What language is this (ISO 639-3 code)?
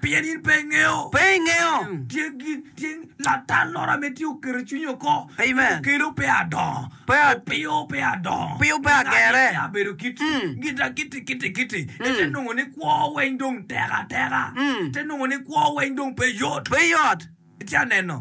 ach